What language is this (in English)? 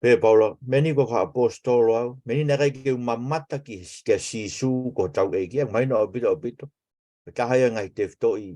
Tongan